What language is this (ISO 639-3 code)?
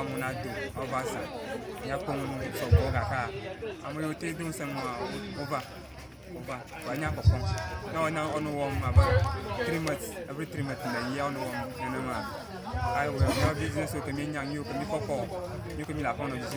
ewe